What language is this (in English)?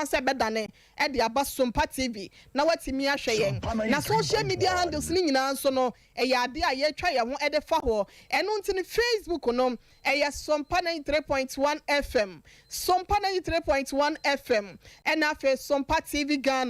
Akan